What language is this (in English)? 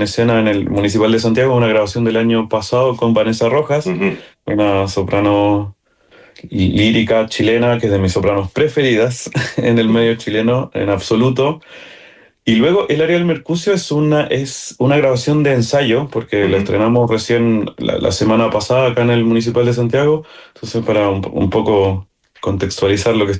Spanish